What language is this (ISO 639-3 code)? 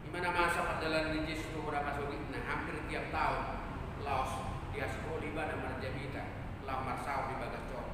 bbc